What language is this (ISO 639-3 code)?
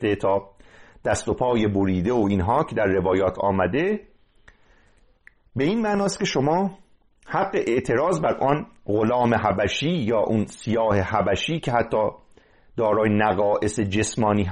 fas